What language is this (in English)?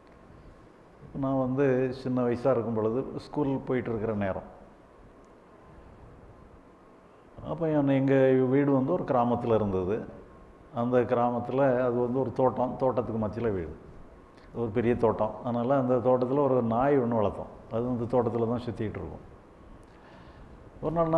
Tamil